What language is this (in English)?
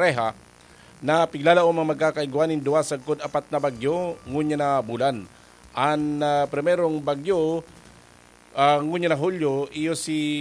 Bikol